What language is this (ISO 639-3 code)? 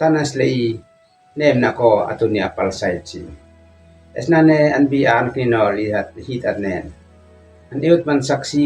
aoz